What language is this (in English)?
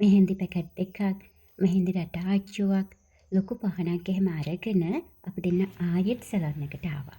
Sinhala